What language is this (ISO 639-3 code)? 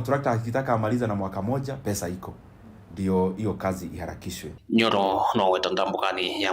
kam